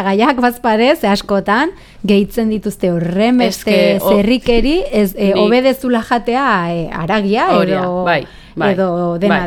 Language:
Basque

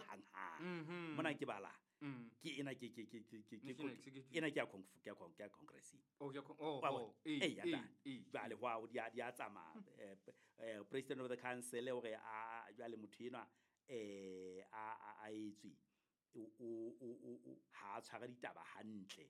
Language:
Southern Sotho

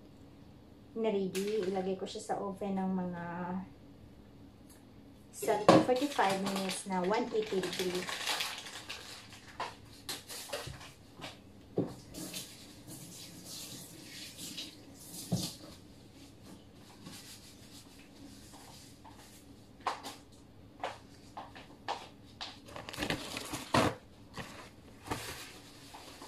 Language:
Filipino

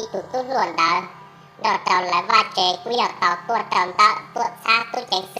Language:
Hmong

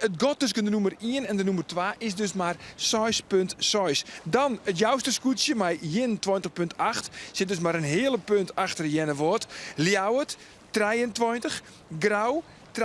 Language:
Western Frisian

